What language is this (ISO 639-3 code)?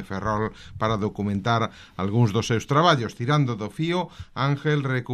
glg